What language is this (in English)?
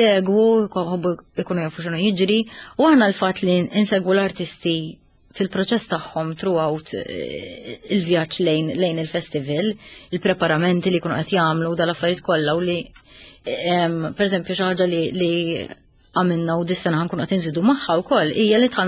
Maltese